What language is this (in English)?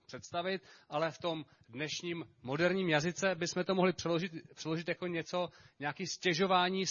Czech